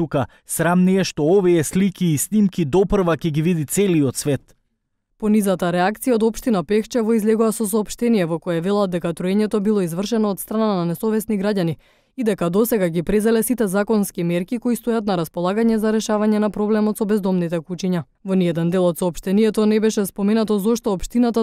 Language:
Macedonian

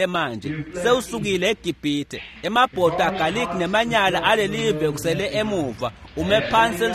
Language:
Swati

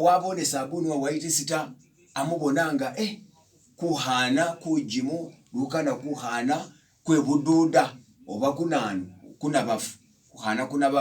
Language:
Masaaba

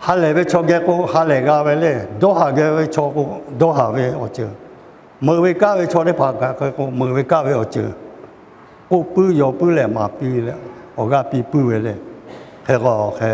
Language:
Lahu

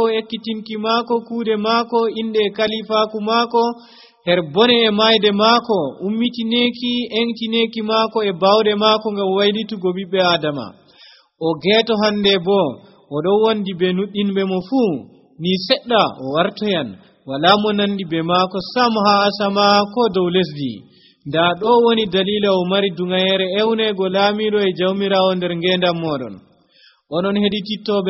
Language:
Nigerian Fulfulde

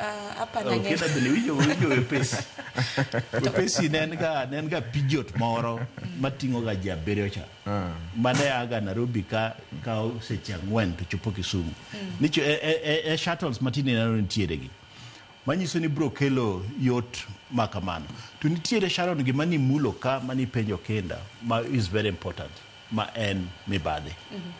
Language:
Luo (Kenya and Tanzania)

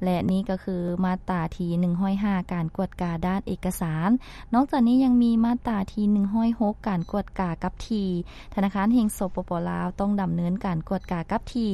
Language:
Lao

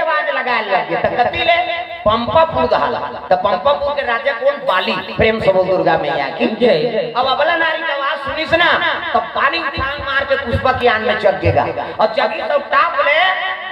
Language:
Chhattisgarhi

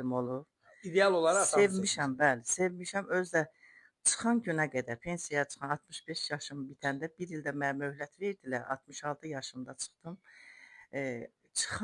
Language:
Azerbaijani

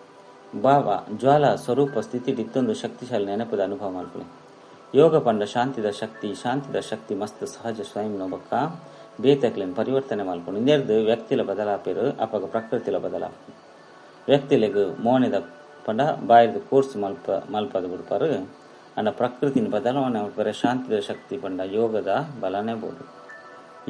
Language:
Tulu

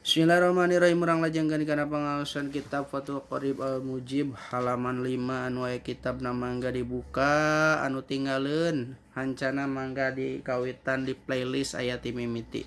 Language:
Sundanese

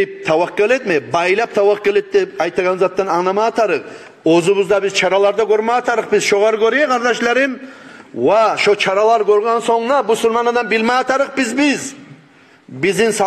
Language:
Kumyk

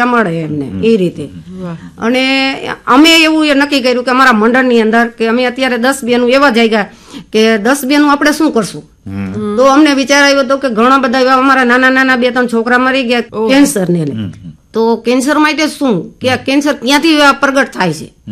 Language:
Gujarati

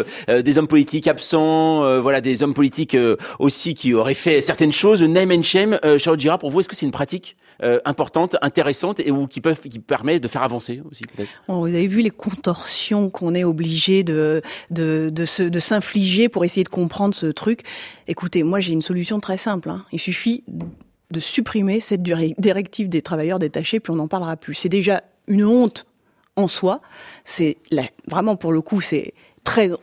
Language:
French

